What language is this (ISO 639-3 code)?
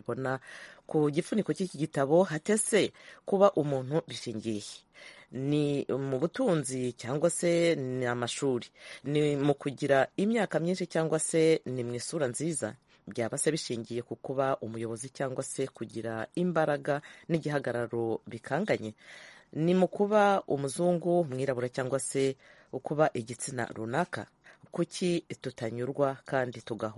kin